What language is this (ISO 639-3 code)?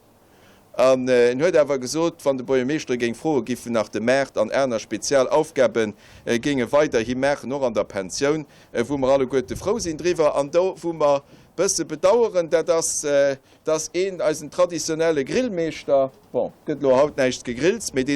ltz